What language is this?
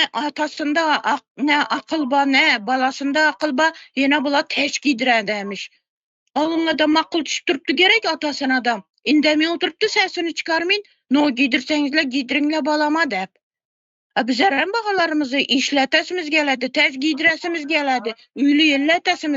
Turkmen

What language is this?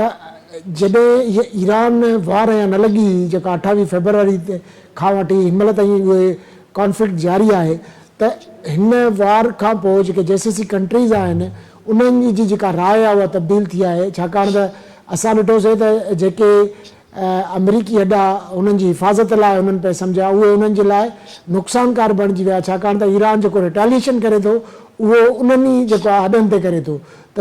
Sindhi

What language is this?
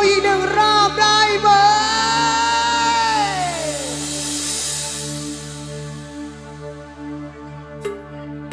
Thai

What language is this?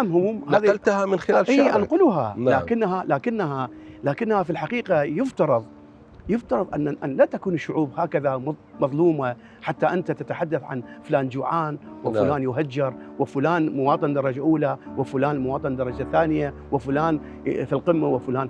Mesopotamian Arabic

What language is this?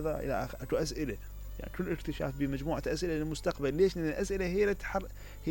Mesopotamian Arabic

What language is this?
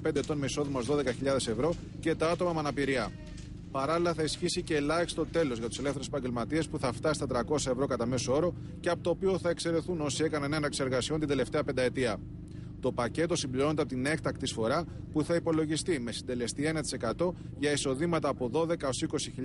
Greek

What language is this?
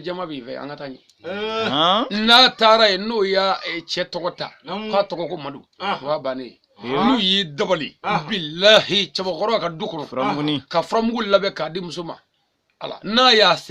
Bambara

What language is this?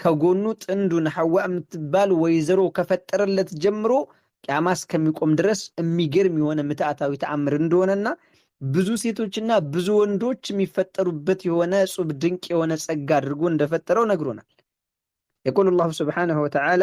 Amharic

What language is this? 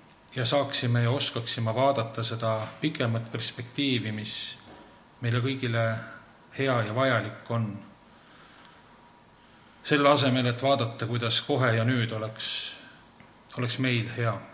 Estonian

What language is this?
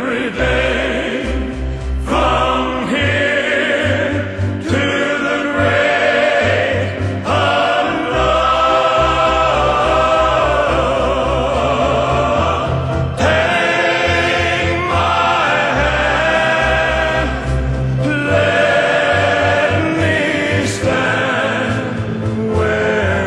English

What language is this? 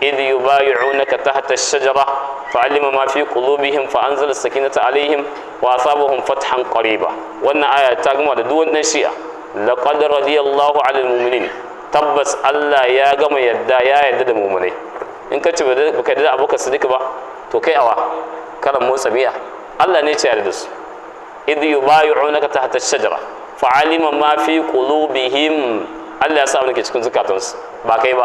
Hausa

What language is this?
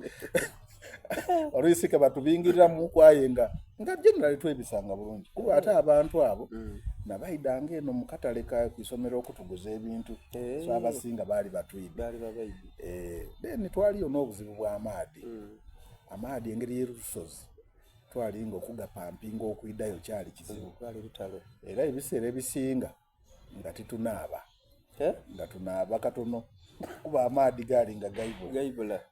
Soga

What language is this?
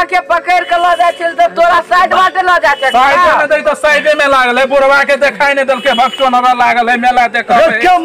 Maithili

